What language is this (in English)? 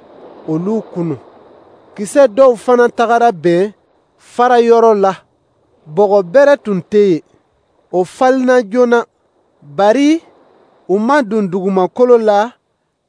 Dyula